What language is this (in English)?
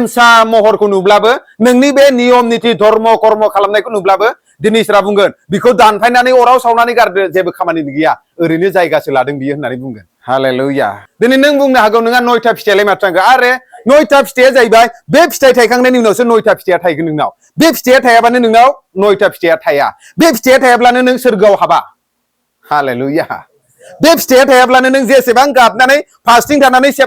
Bodo